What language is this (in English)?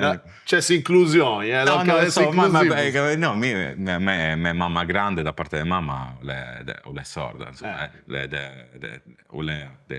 Sardinian